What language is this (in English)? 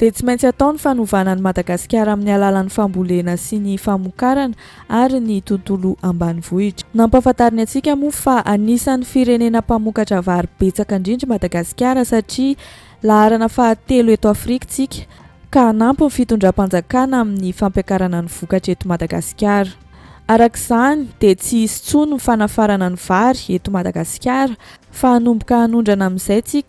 Malagasy